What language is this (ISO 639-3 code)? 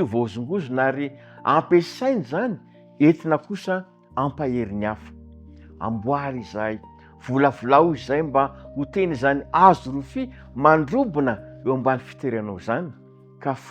mlg